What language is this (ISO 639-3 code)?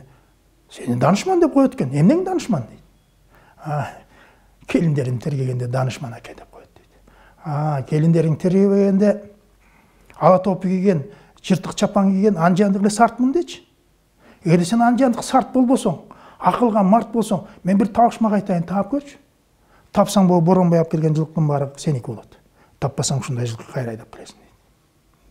kir